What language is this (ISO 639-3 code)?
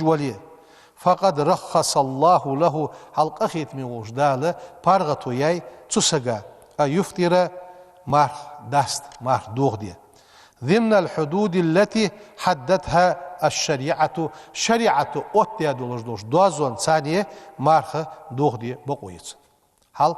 inh